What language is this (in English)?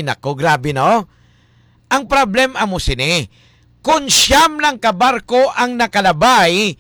Hiligaynon